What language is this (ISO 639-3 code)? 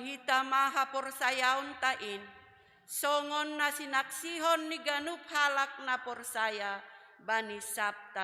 bts